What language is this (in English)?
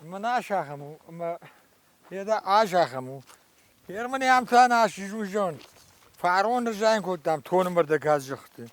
Ossetic